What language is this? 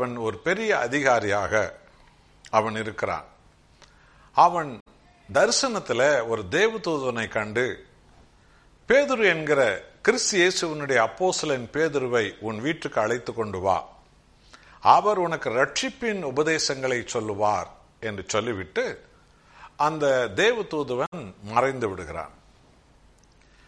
Tamil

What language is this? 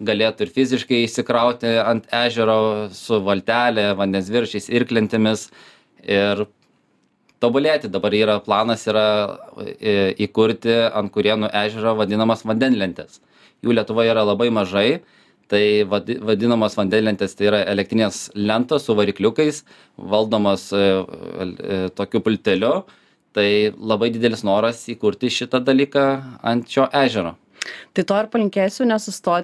Lithuanian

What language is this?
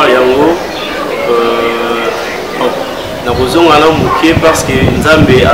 Lingala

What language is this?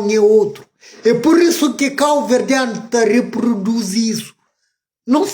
Kabuverdianu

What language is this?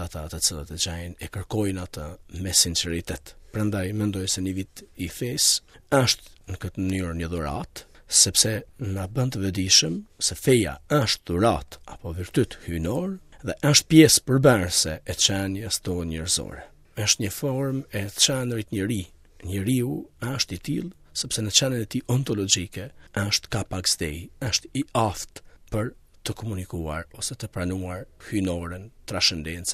Albanian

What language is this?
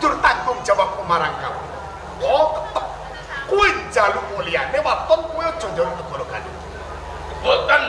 Javanese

